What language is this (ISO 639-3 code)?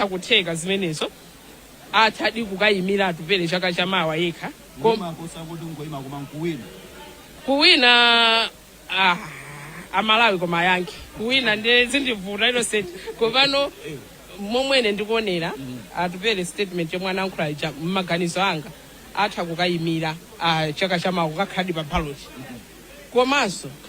nya